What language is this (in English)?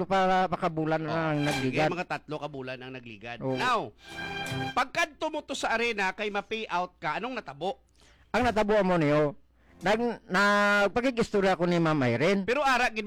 Hiligaynon